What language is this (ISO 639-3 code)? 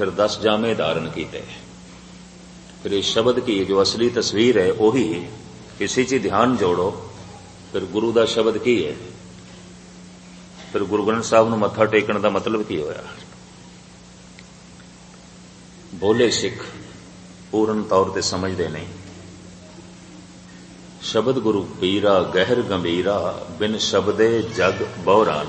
pan